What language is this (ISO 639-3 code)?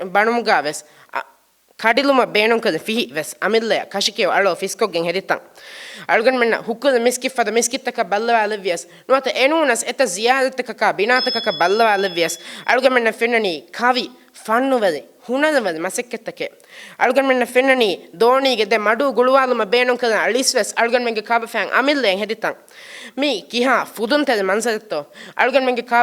div